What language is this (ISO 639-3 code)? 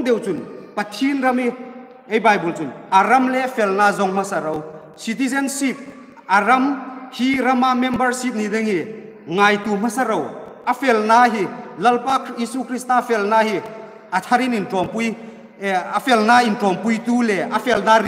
hmr